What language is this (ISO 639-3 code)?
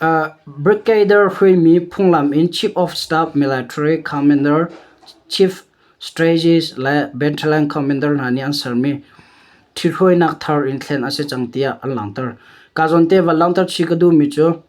cnh